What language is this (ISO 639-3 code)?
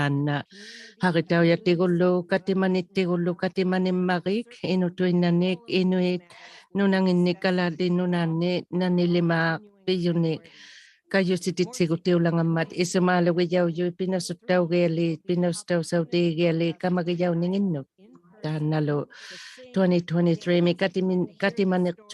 iku